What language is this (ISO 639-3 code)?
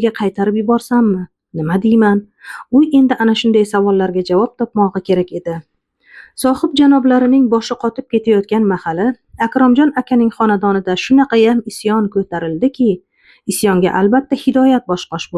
uzb